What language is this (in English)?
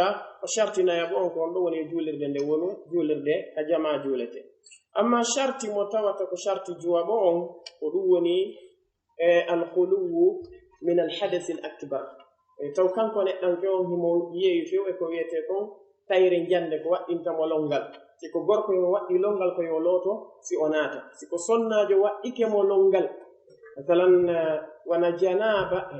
Pular